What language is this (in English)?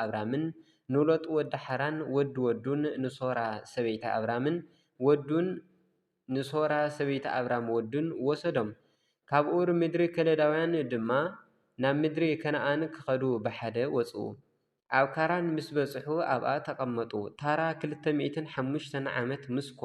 Tigrinya